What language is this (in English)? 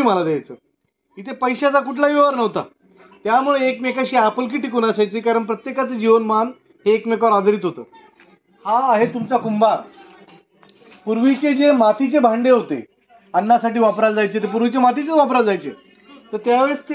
Marathi